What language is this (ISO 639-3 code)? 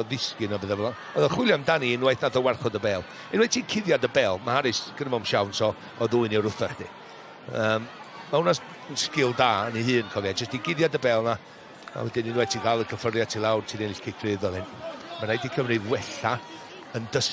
cym